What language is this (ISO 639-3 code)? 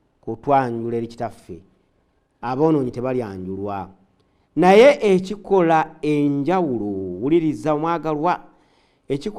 lug